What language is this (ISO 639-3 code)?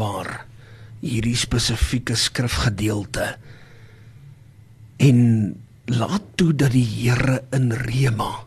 afr